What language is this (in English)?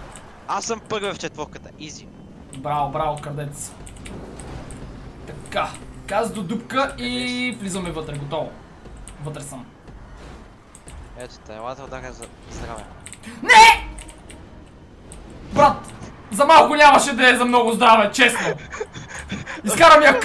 Bulgarian